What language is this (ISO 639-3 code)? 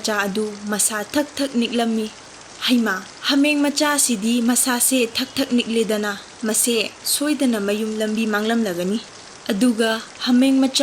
mni